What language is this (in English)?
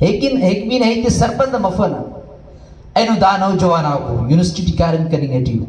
Brahui